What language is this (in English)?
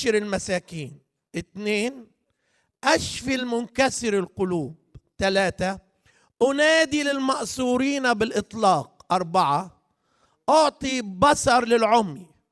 Egyptian Arabic